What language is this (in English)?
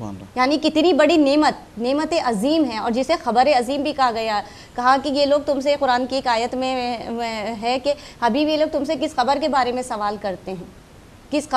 Urdu